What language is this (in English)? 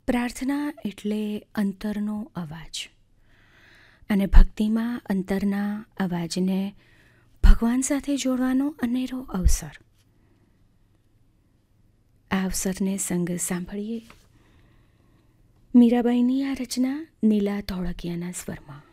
Gujarati